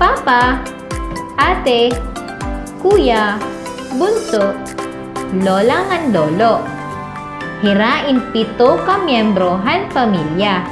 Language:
Waray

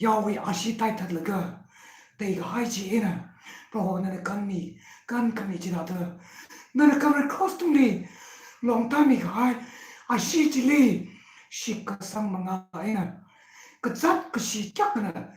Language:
Tangkhul Naga (India)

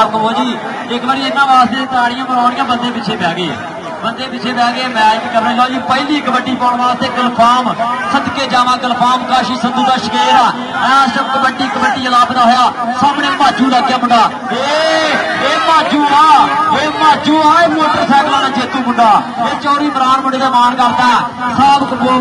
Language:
Punjabi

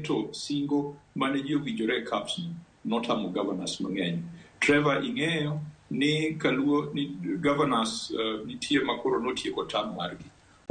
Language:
Luo (Kenya and Tanzania)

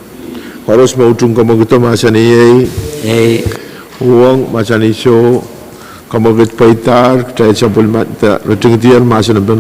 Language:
Pohnpeian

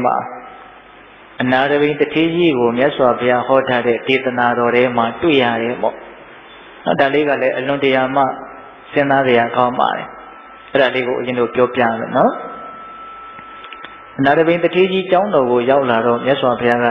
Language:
Burmese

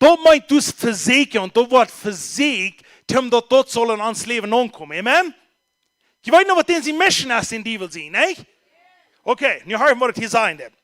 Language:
Plautdietsch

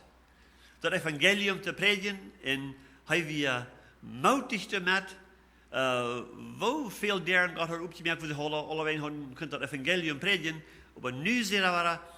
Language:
Plautdietsch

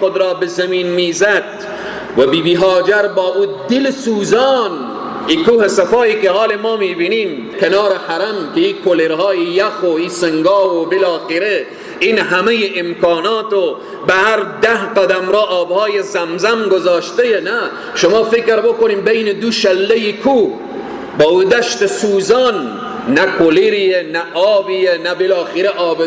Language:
Persian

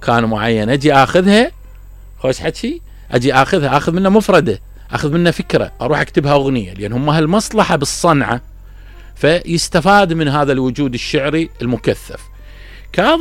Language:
Mesopotamian Arabic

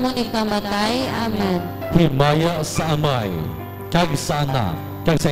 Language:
Hiligaynon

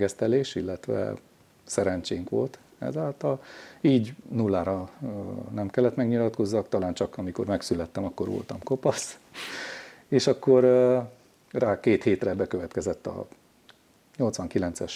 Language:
Hungarian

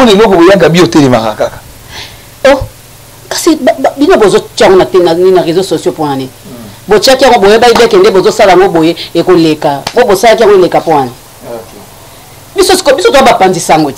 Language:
Lingala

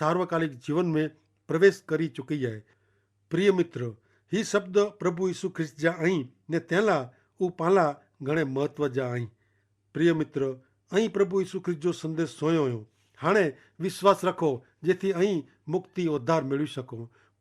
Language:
Kachhi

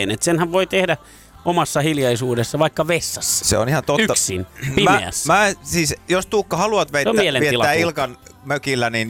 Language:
Finnish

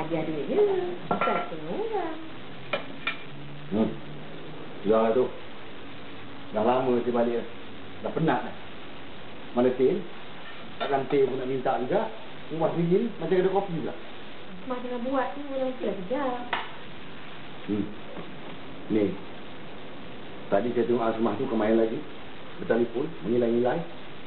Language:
Malay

